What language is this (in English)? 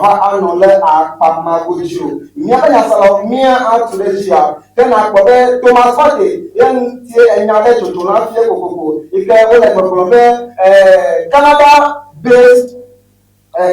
Ewe